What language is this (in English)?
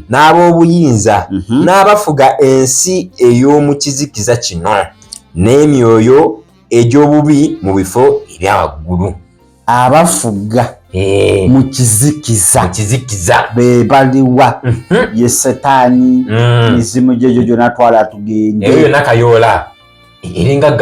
Ganda